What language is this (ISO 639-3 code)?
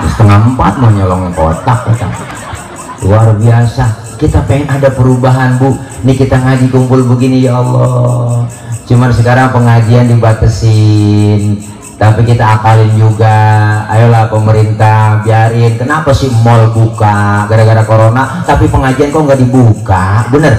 bew